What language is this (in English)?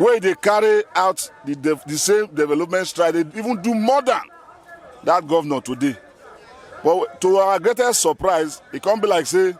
Nigerian Pidgin